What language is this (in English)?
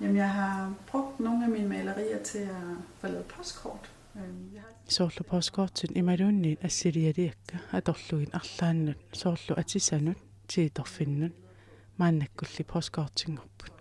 Kalaallisut